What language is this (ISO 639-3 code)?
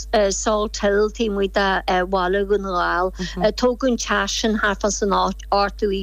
gle